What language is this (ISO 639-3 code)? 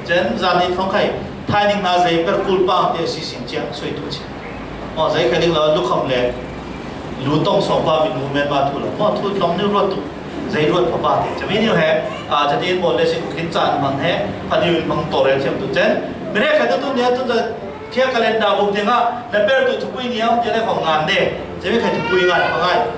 cfm